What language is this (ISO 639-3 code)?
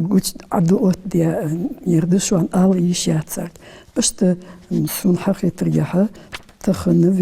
inh